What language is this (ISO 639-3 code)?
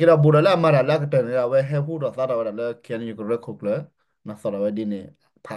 ksw